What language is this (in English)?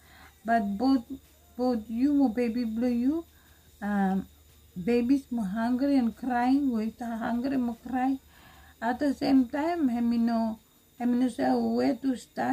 Bislama